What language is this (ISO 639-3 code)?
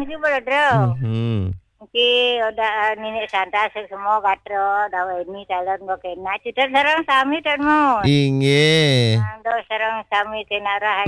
ban